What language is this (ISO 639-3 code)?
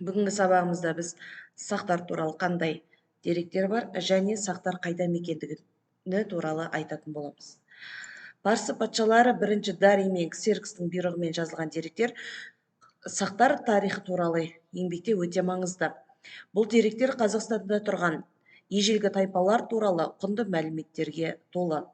kaz